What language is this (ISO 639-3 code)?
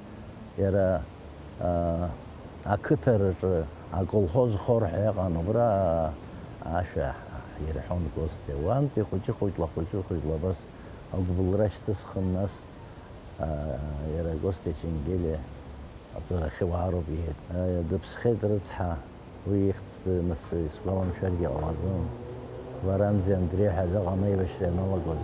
abk